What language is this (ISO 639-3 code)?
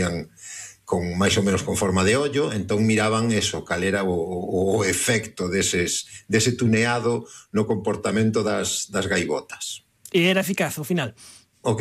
glg